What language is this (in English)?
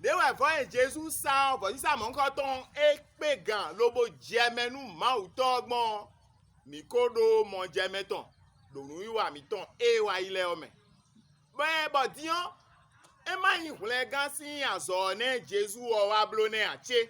Fon